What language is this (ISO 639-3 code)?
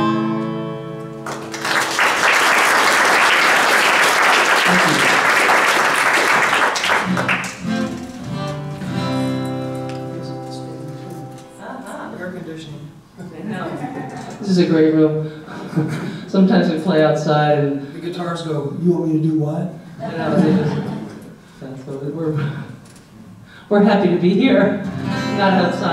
eng